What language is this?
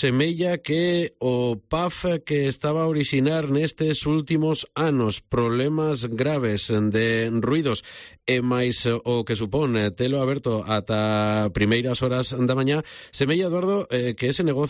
Galician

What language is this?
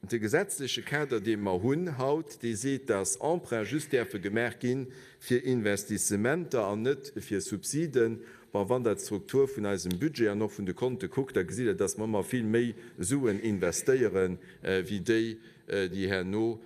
Luxembourgish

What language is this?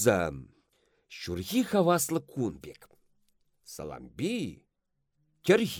Chuvash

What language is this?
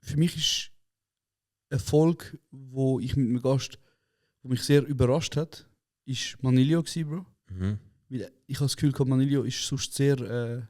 Swiss German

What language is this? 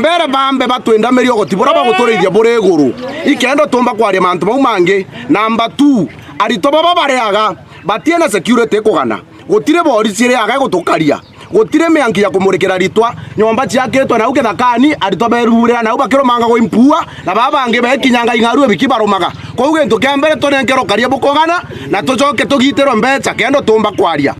Meru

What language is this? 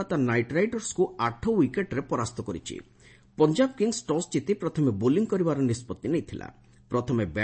Odia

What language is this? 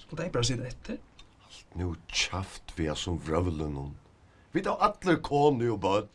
Faroese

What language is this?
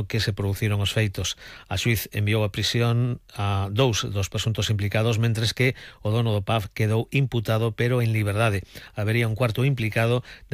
Galician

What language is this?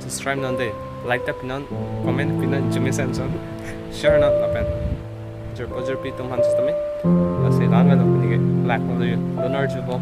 Karbi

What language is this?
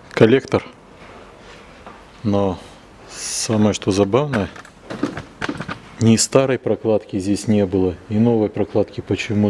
Russian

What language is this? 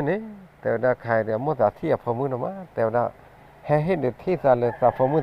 S'gaw Karen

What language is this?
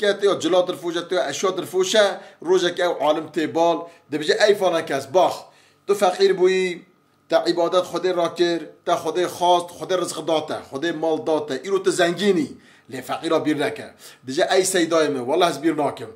Kurdish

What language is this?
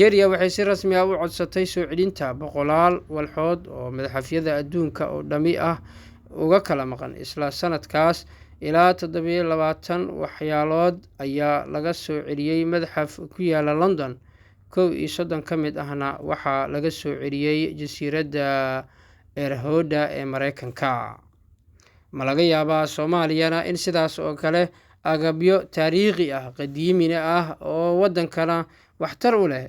Somali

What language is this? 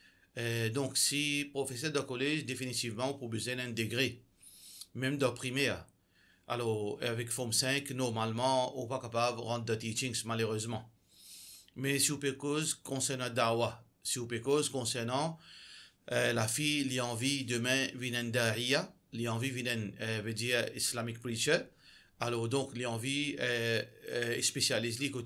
Morisyen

